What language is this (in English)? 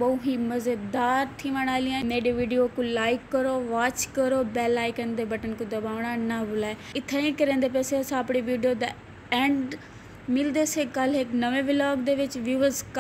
Saraiki